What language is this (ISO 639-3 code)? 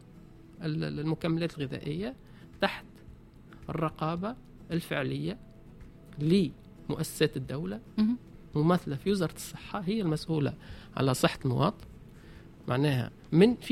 aeb